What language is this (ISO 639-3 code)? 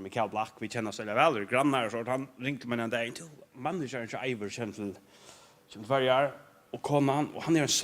fao